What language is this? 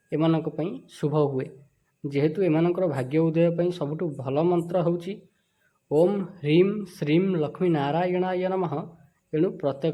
Odia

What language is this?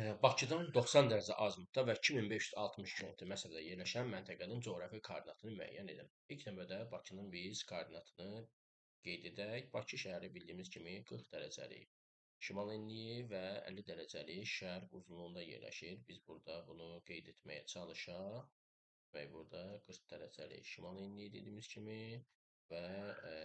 Azerbaijani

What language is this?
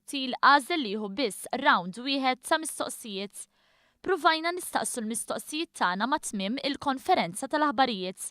Maltese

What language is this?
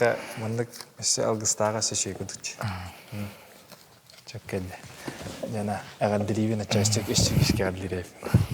Yakut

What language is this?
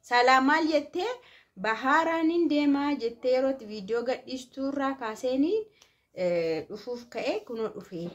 Oromo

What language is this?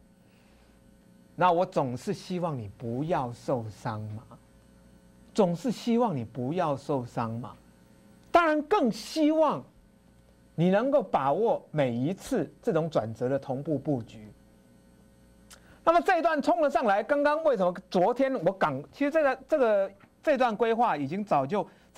Chinese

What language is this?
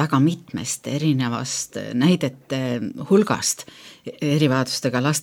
Estonian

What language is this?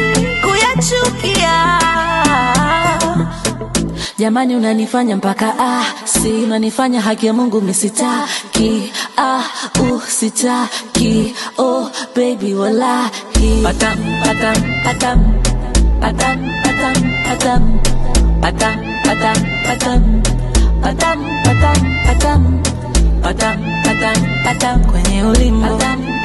Swahili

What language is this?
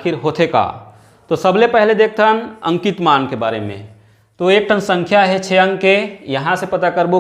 Chhattisgarhi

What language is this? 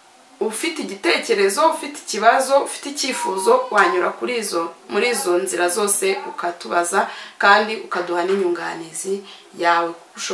Kinyarwanda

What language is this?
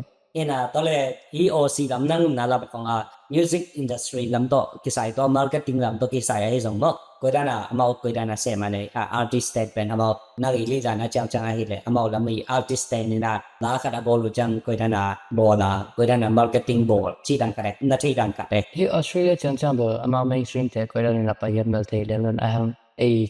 Tedim Chin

